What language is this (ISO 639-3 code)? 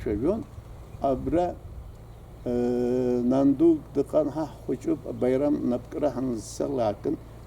abk